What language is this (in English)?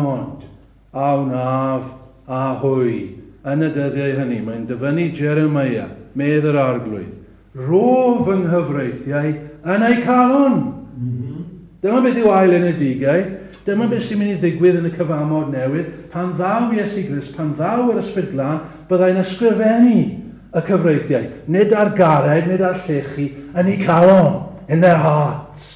Welsh